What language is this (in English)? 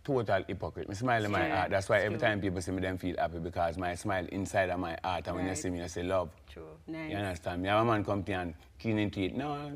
Jamaican Creole English